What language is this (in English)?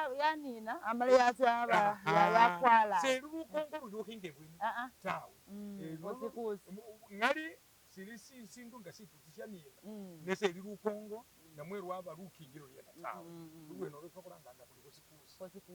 Masaaba